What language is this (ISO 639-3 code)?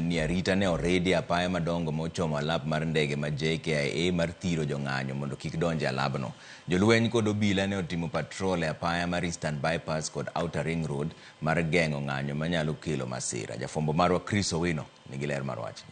luo